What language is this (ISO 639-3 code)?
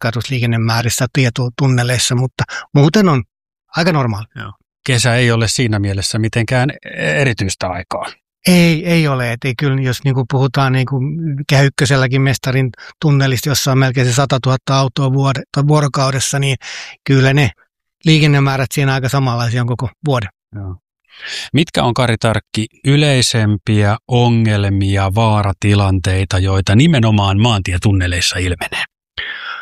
fin